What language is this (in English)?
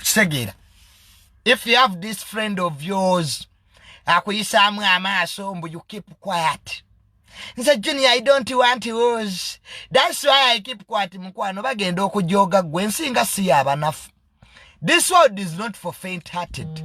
Ganda